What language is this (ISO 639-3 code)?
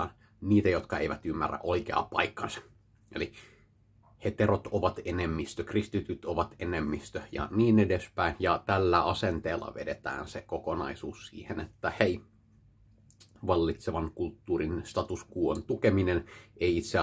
fin